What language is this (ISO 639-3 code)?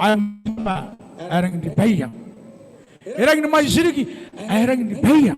gil